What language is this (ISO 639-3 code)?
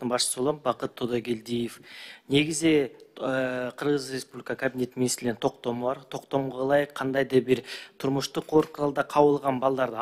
kir